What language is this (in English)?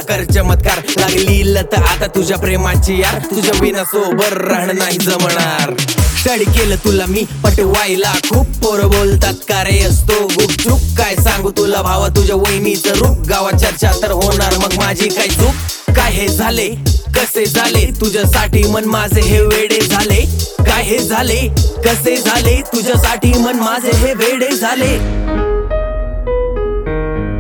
Marathi